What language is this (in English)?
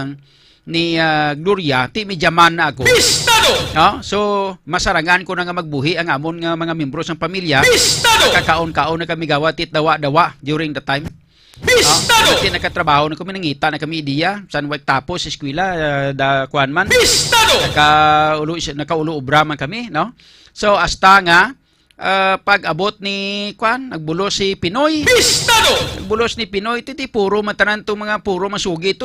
Hiligaynon